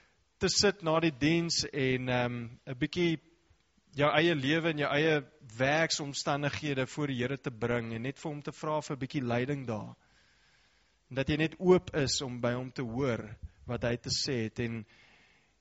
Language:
Afrikaans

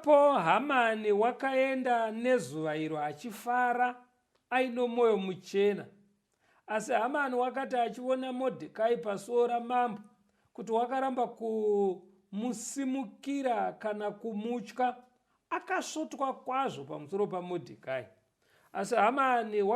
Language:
Shona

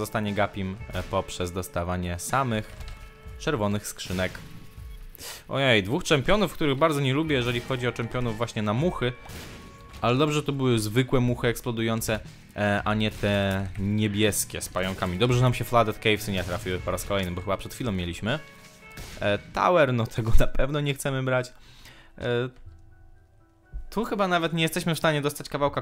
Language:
Polish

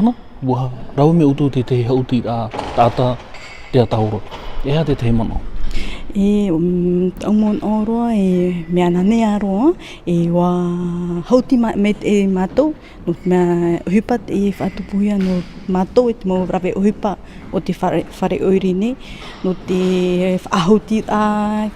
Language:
Tahitian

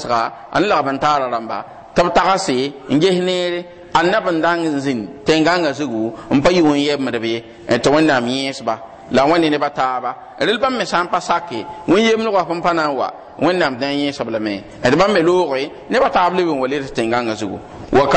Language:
Mossi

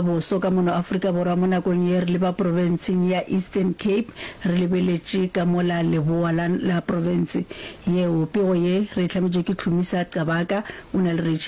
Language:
Northern Sotho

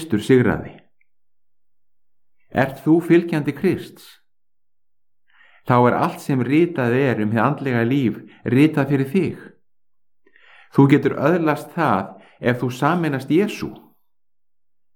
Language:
Icelandic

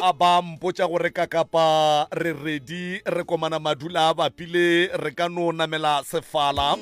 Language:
Northern Sotho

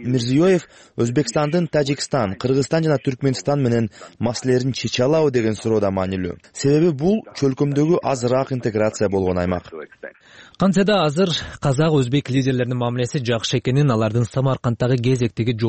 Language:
Kyrgyz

